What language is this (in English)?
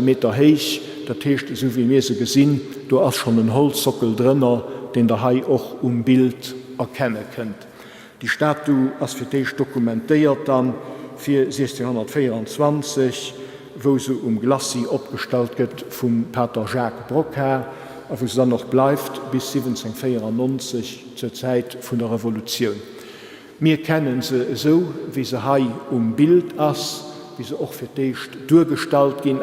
Luxembourgish